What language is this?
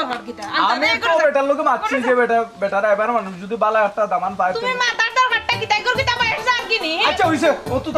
Sylheti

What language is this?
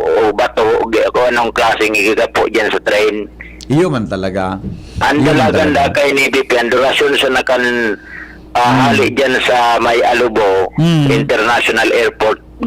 Bikol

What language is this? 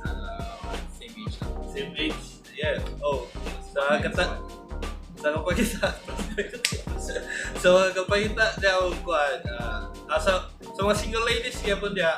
Cebuano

